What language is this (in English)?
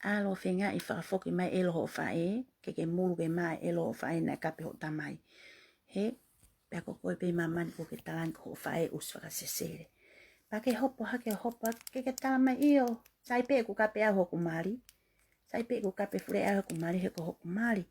Tongan